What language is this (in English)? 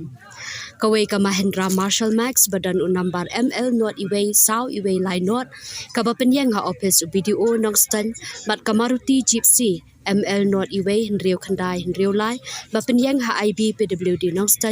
Khasi